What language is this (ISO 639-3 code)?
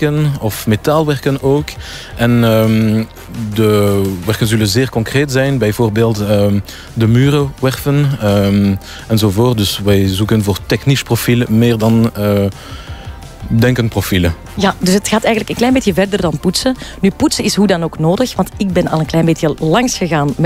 nld